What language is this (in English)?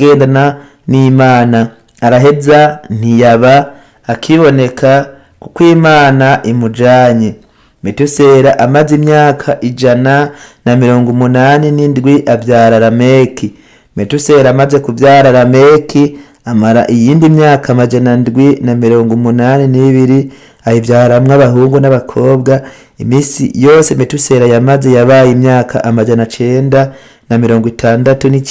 Rundi